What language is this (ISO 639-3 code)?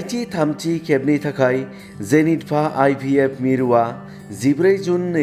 brx